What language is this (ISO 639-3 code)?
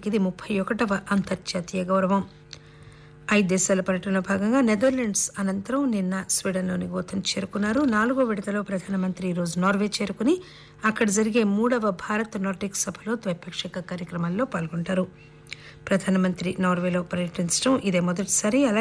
tel